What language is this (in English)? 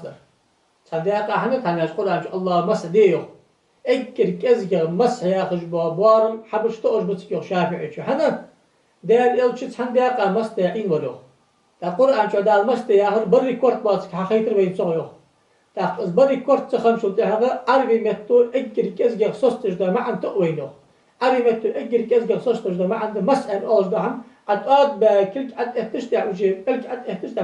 Ingush